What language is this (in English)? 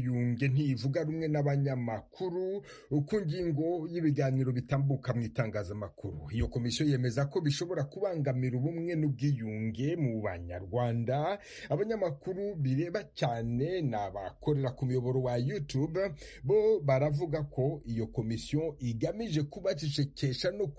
Kinyarwanda